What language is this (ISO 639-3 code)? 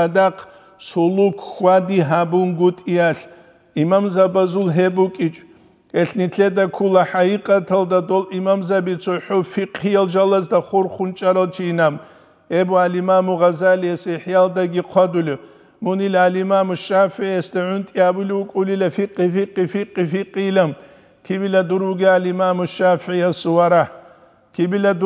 ava